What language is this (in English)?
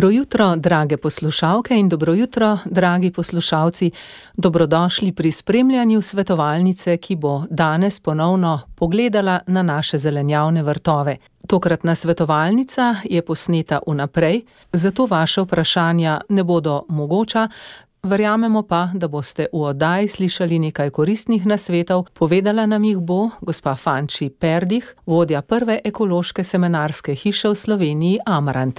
Slovenian